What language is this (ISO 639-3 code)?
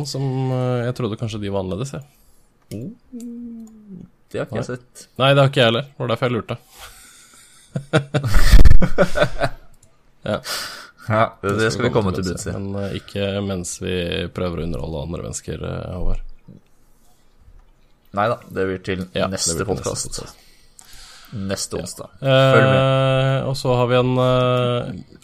nor